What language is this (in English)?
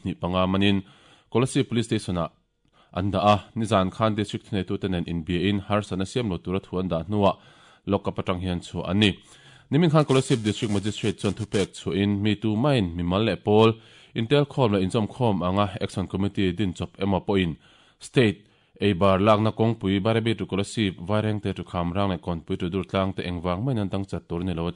Mizo